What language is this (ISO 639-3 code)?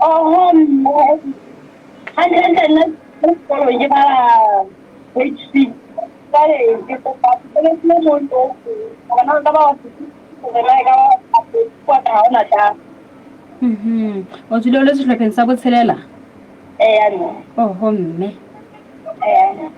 sot